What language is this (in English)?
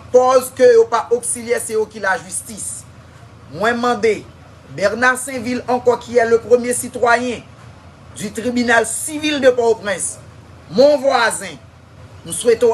Haitian Creole